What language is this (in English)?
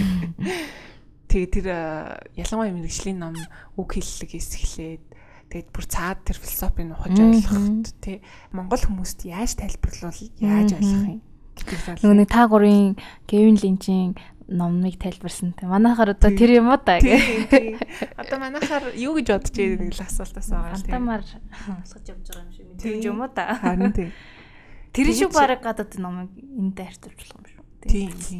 Mongolian